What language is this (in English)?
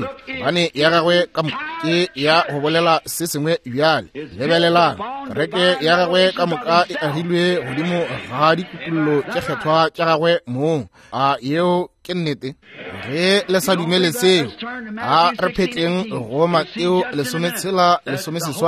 Northern Sotho